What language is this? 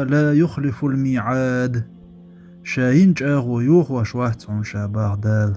Chechen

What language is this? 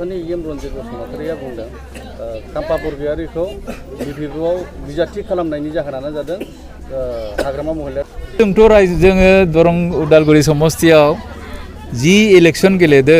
Bodo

